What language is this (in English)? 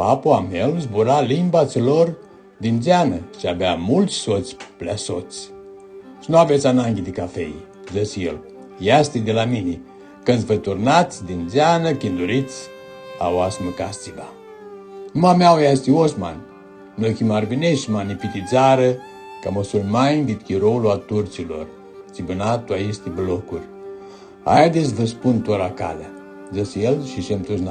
Aromanian